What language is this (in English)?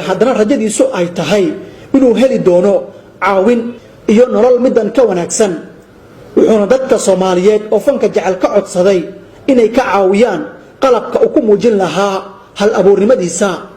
Somali